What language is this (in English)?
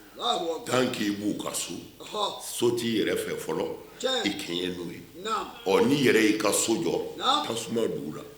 Bambara